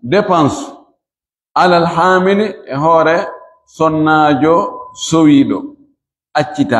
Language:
Fula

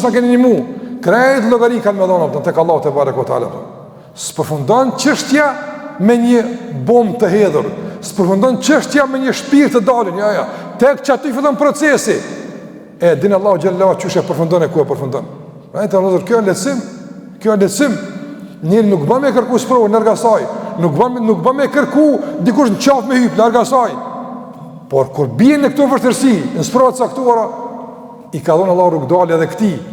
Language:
Albanian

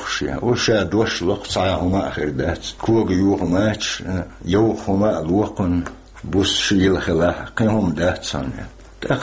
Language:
Chechen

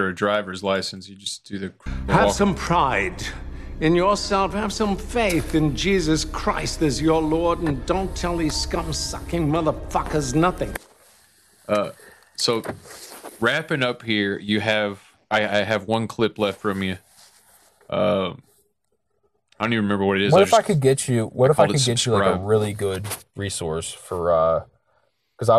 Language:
English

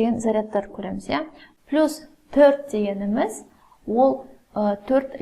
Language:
Kazakh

